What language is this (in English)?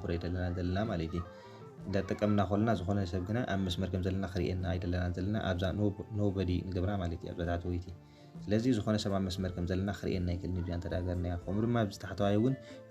Tigrinya